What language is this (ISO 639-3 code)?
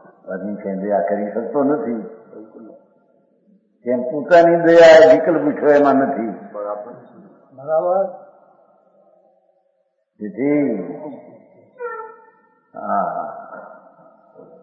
guj